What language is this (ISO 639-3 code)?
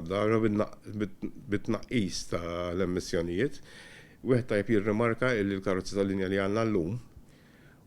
mlt